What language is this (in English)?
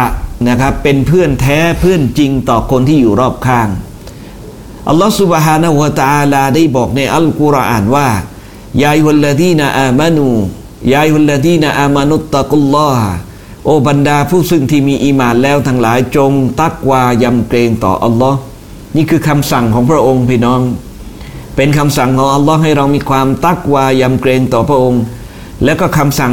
Thai